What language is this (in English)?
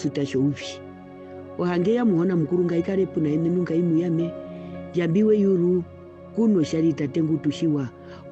Herero